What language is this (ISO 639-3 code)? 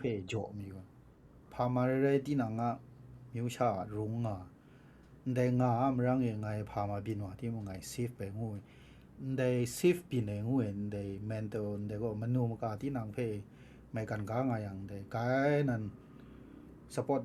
kac